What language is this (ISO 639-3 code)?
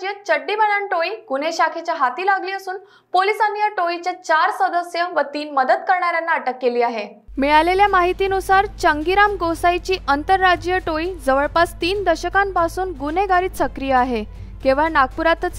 mar